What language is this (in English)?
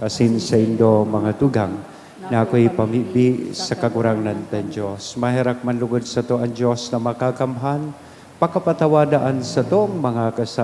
Bikol